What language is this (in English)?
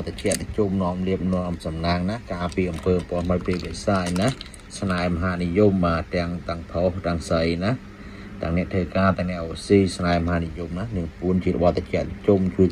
Khmer